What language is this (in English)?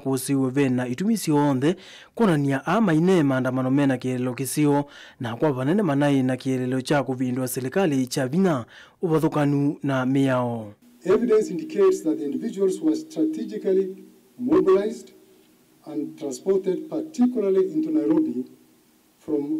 Kamba